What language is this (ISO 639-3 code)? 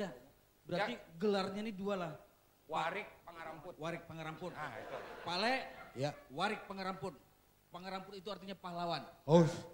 bjn